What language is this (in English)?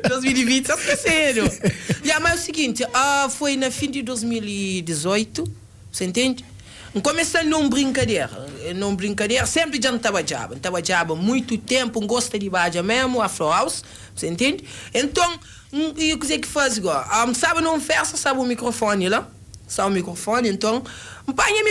Kabuverdianu